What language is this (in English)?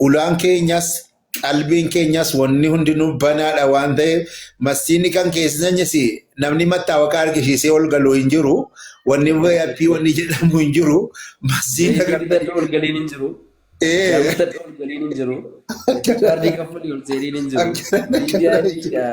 Oromo